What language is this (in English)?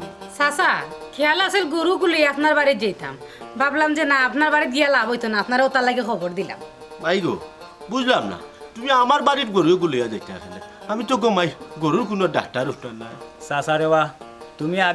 Sylheti